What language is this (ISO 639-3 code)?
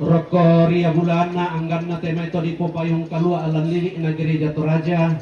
sda